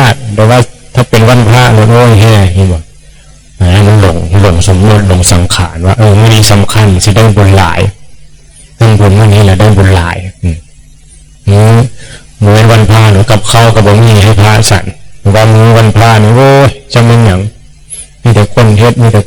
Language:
Northeastern Thai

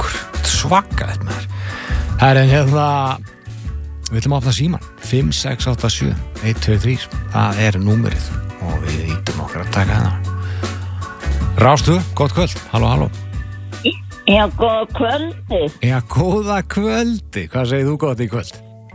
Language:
Icelandic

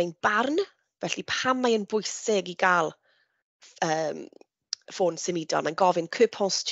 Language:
Welsh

